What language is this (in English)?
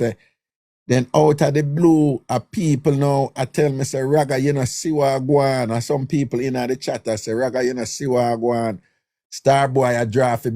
Jamaican Creole English